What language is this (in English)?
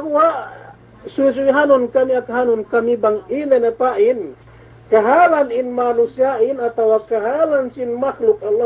Yakan